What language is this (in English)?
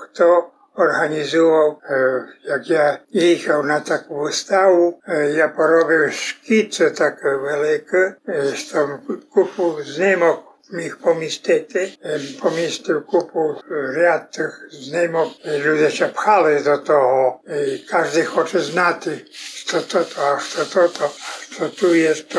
Rusyn